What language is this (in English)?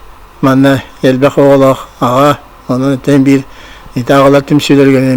Yakut